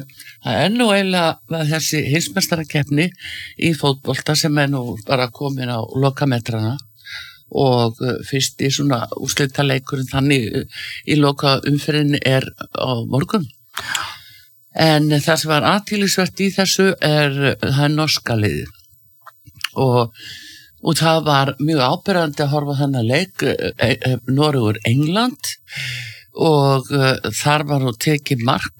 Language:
Icelandic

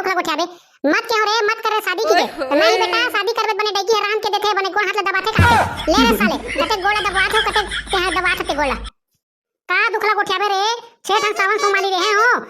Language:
Chhattisgarhi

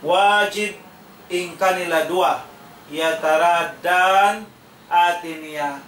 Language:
Tausug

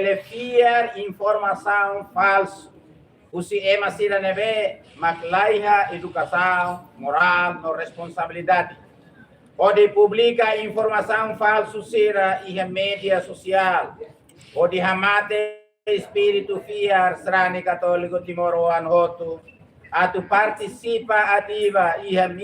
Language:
Tetum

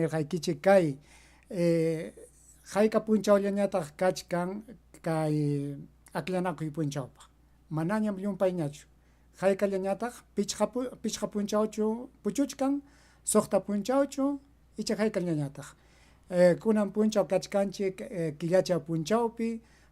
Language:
Ayacucho Quechua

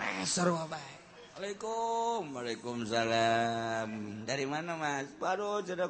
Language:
Sundanese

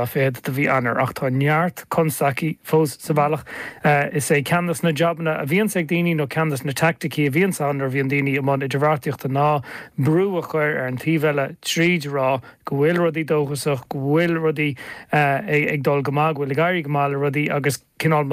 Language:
Irish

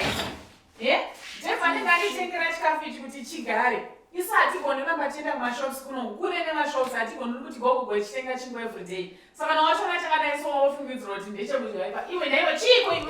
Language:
Shona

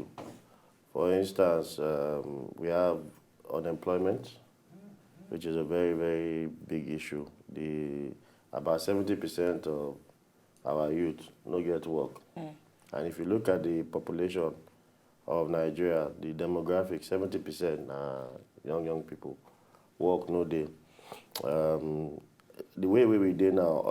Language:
Nigerian Pidgin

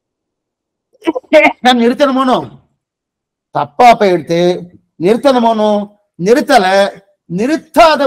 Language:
Tamil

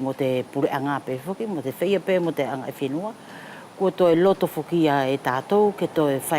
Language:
Wallisian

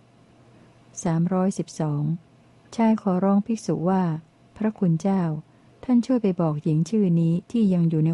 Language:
Thai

